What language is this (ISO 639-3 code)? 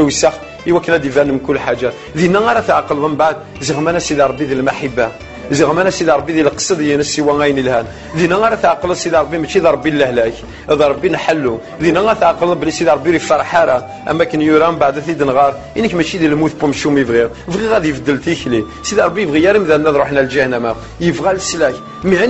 kab